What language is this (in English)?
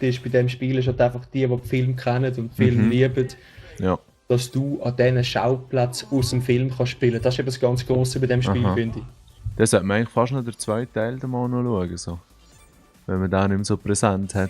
Swiss German